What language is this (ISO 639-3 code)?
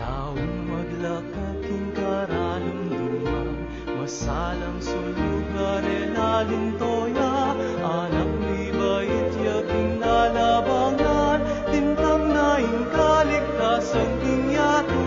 pam